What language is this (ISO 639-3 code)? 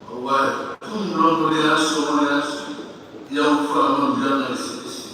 smo